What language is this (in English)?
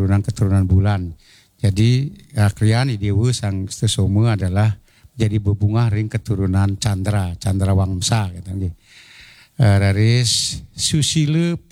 Balinese